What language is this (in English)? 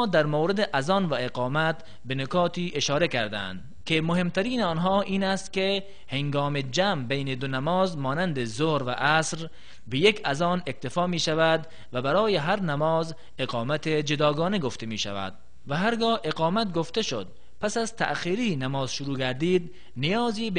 Tajik